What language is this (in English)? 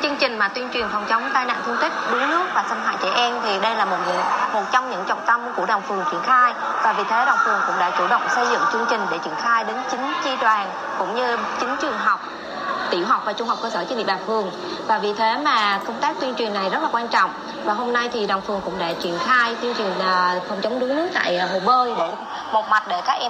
Vietnamese